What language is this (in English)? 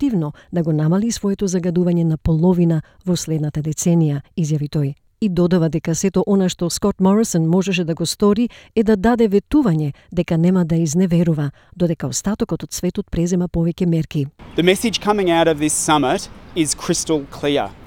Macedonian